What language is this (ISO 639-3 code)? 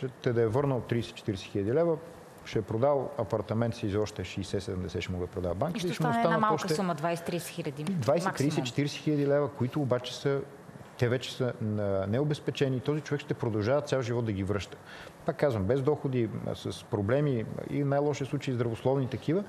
bul